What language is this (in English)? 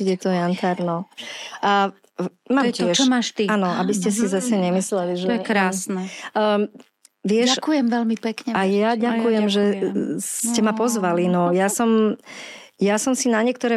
Slovak